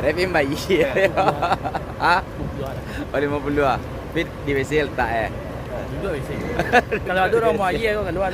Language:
Minangkabau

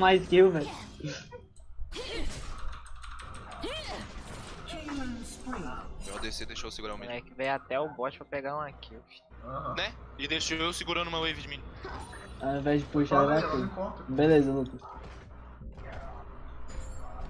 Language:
Portuguese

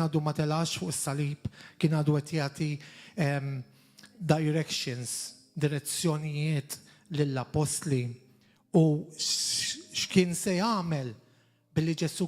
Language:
Maltese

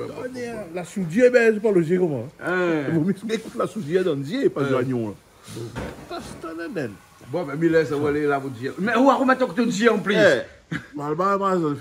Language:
Réunion Creole French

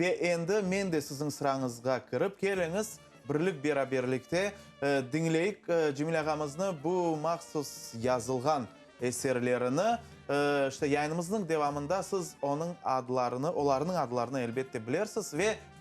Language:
Crimean Tatar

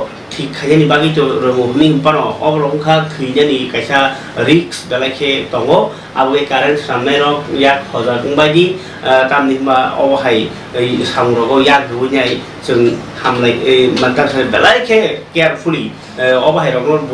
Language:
Kok Borok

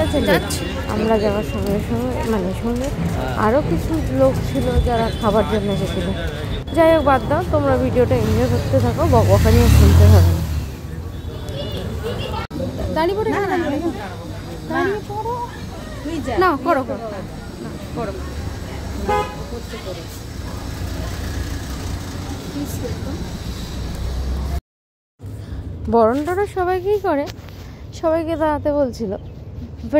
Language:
Bangla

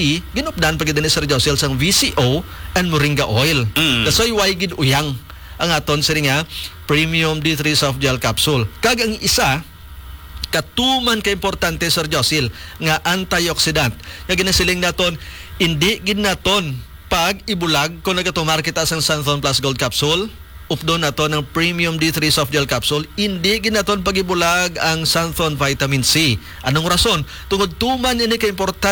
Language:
Hiligaynon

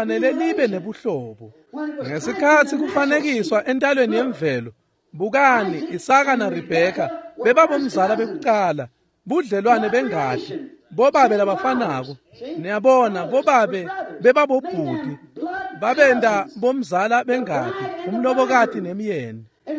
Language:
Swati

